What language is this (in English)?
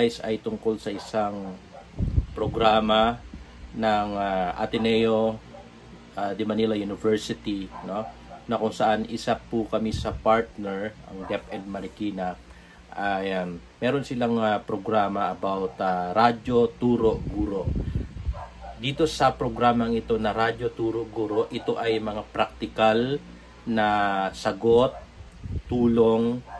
Filipino